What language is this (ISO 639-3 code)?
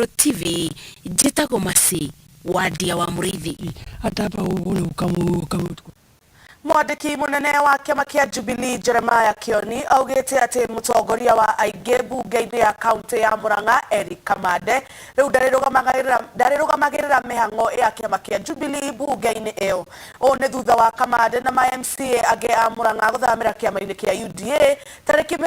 kik